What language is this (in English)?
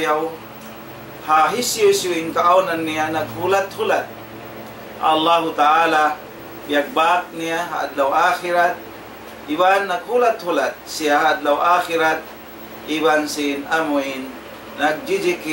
Tausug